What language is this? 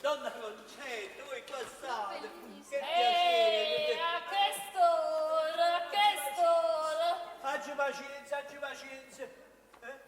Neapolitan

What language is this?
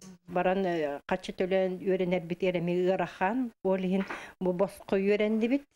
Yakut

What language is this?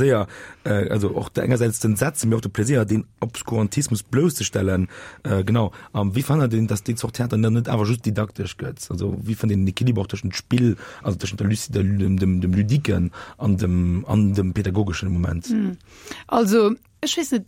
Luxembourgish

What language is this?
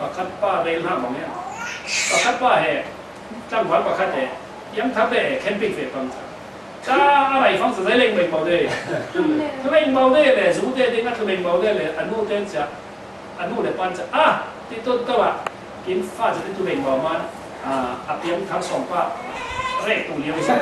Falam Chin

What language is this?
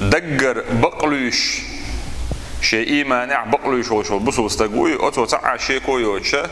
Chechen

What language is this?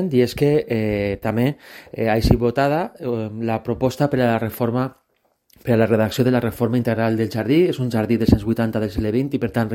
Catalan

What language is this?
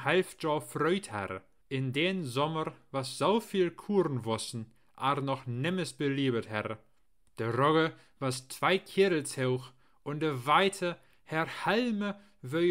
Low German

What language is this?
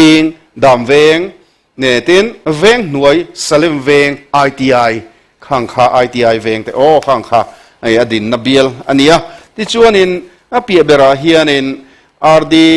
Mizo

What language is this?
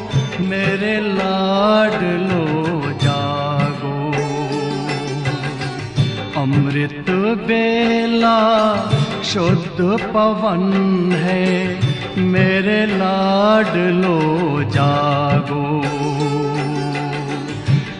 Hindi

